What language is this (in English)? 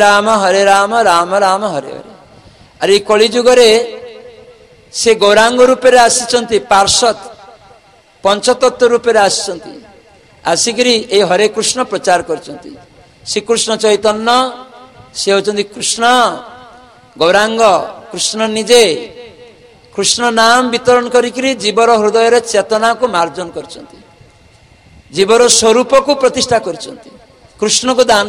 Odia